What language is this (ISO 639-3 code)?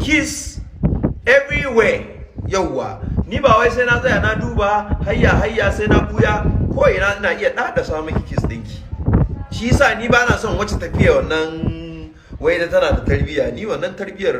hau